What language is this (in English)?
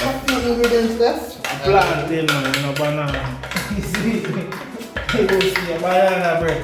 Jamaican Creole English